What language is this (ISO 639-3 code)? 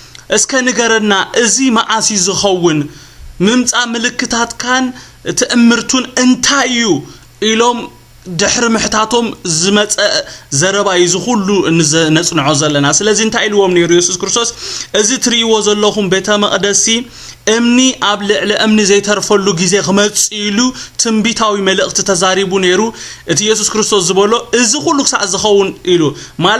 tir